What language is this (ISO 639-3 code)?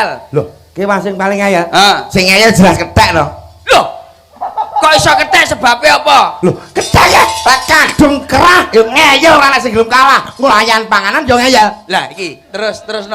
jav